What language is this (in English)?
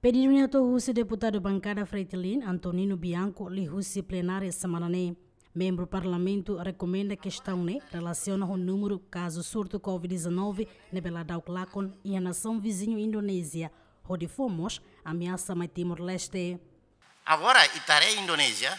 Tetum